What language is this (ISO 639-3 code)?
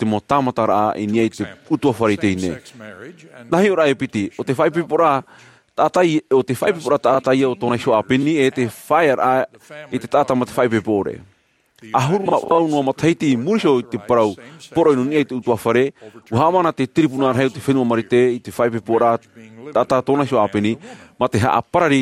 tah